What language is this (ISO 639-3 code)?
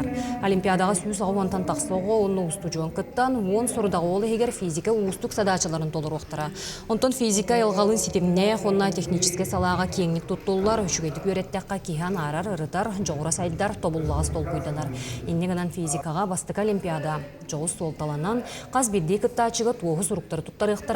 sah